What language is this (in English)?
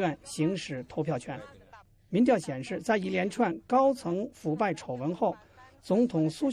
Chinese